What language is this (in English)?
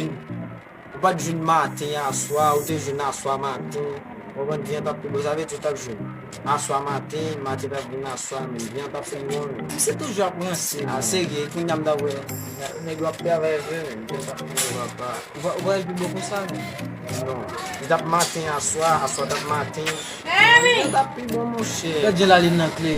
Haitian Creole